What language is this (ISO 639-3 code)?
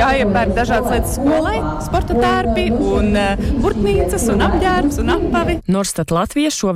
lav